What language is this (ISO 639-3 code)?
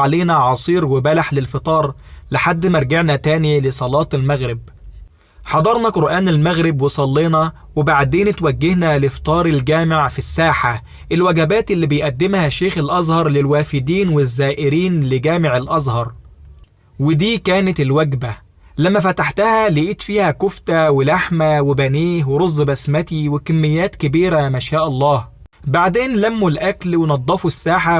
arz